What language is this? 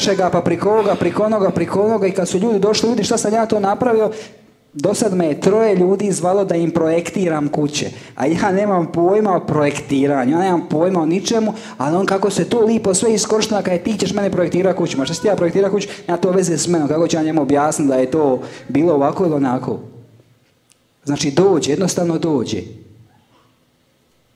Croatian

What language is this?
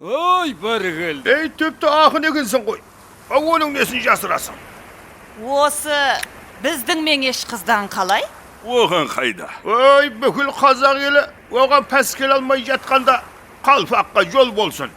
Kara-Kalpak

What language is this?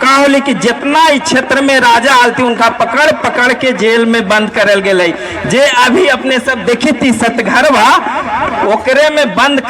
Magahi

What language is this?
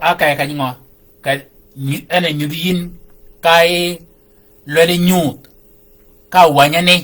Shilluk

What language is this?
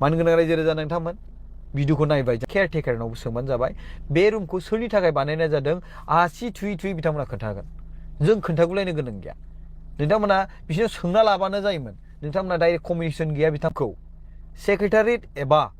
Bodo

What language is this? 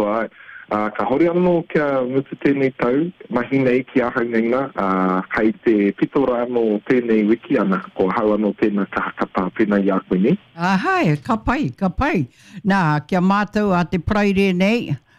Māori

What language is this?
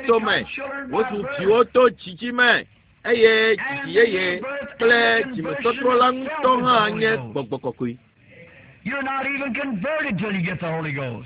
Ewe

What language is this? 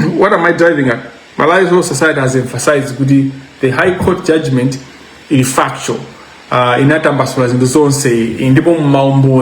Nyanja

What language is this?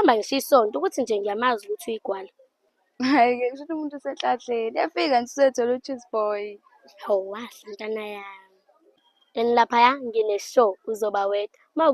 Zulu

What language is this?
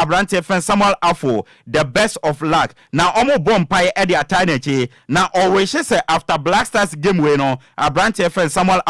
Akan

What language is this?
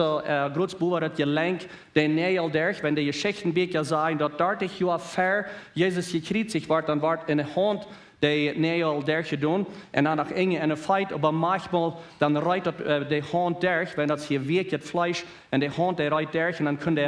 Plautdietsch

